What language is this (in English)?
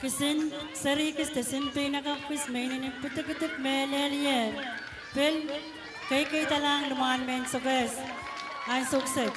Pohnpeian